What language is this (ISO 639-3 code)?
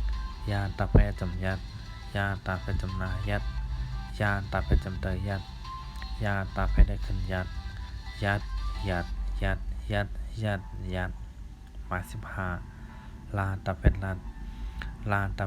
shn